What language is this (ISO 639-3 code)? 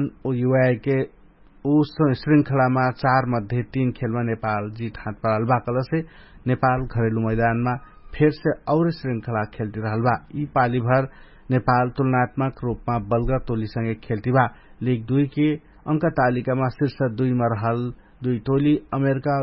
thl